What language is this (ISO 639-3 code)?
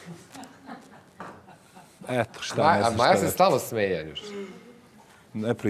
srp